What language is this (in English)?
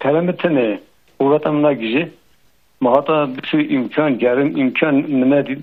Kurdish